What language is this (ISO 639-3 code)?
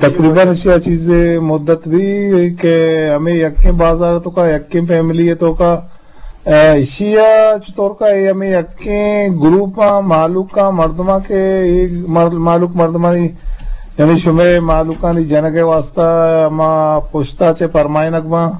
bgp